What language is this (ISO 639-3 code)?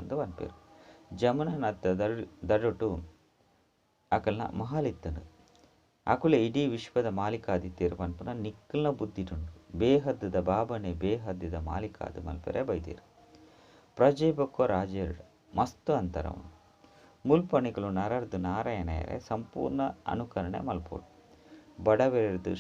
tcy